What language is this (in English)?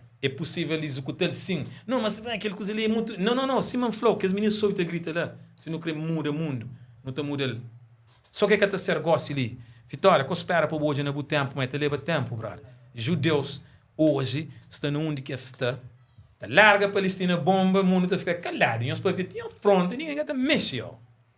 Kabuverdianu